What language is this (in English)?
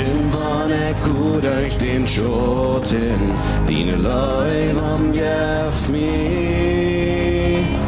Plautdietsch